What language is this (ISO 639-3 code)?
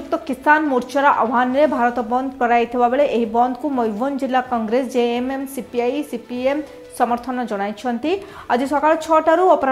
ori